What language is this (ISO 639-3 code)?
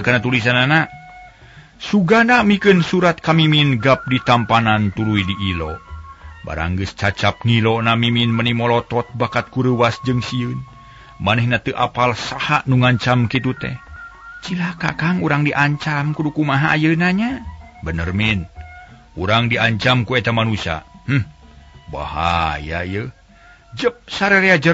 sun